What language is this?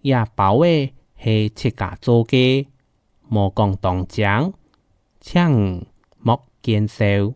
Hakka Chinese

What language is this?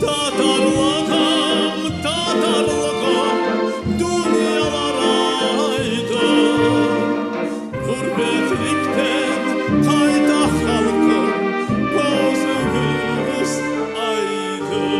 Crimean Tatar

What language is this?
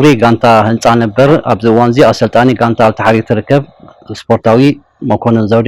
Tigrinya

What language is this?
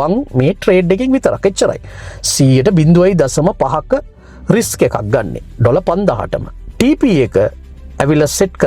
Sinhala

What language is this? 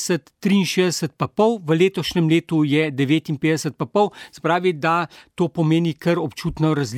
Slovenian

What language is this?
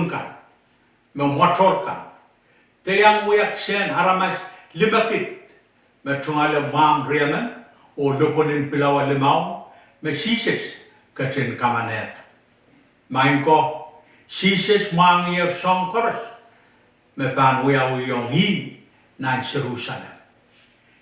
Pohnpeian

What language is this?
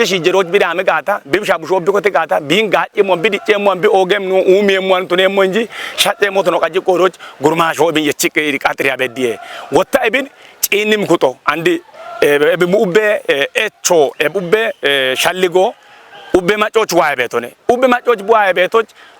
Kafa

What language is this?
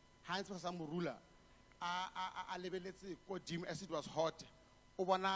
Tswana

